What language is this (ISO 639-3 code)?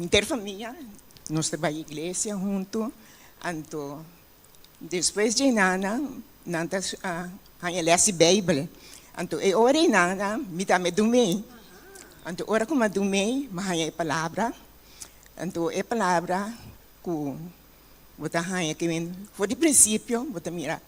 pap